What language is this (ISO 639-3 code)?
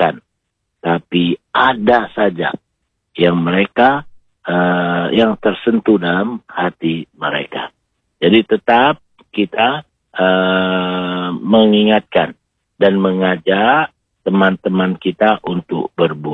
ind